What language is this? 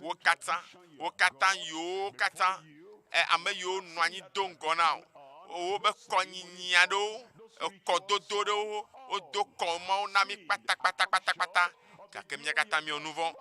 Ewe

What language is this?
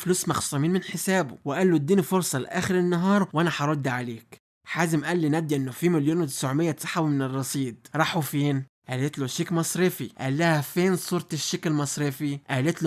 Egyptian Arabic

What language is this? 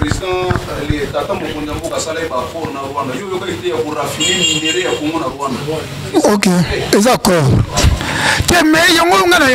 Lingala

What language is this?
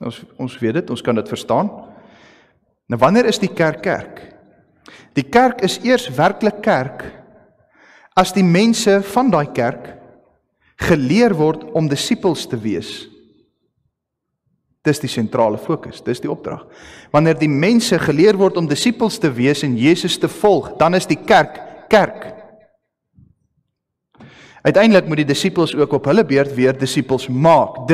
Afrikaans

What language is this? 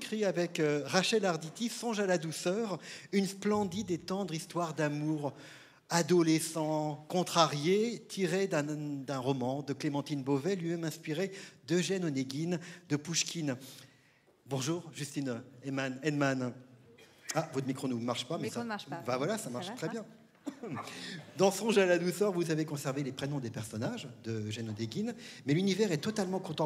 French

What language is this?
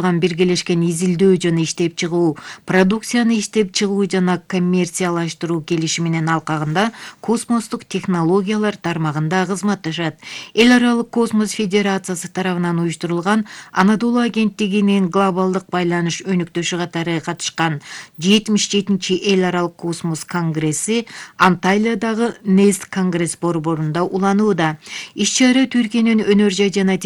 Kyrgyz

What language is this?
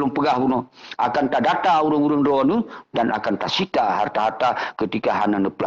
Achinese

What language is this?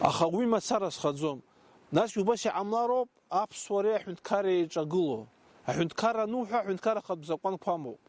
Abkhazian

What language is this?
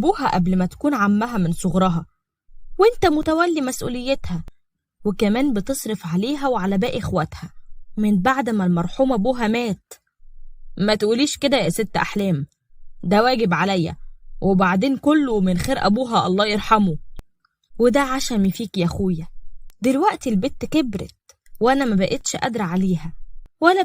Egyptian Arabic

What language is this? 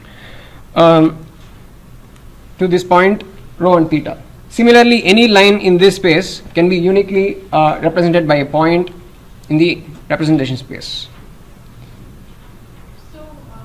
English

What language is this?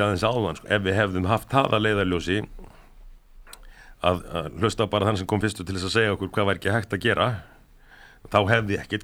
Icelandic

